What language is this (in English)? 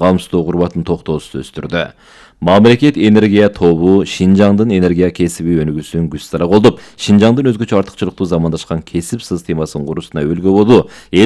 Kyrgyz